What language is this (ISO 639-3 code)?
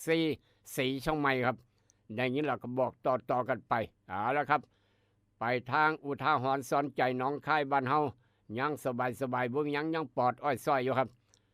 tts